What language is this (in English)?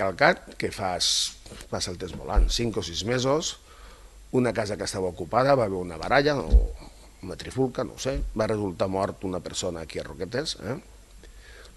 Catalan